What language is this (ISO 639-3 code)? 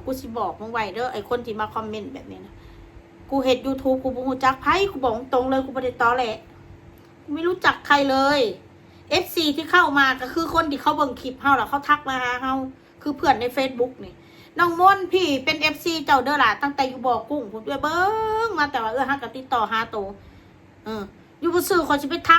tts